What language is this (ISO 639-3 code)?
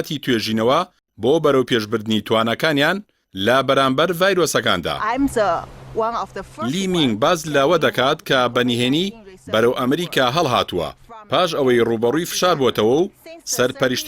ckb